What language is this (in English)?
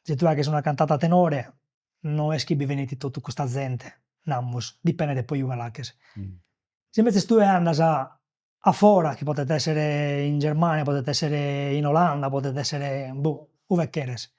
Sardinian